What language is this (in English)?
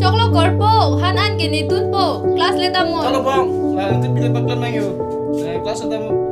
Karbi